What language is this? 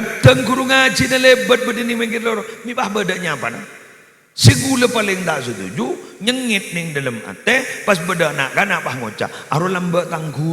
Madurese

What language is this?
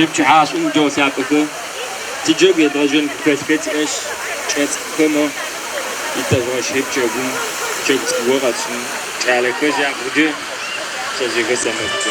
Adyghe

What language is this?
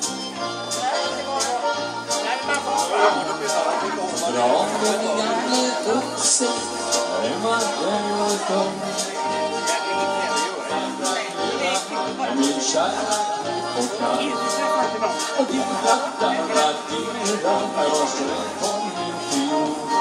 Swedish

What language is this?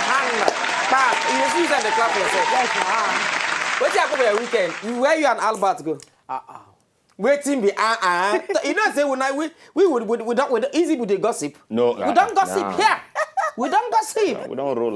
Nigerian Pidgin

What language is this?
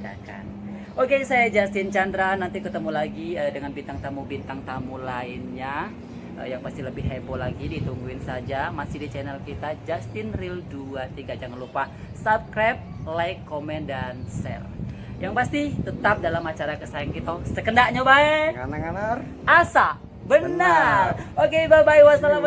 Musi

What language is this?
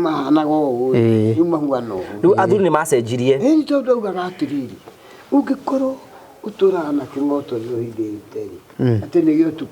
Kikuyu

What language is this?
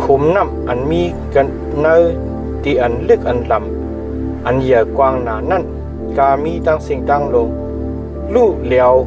Shan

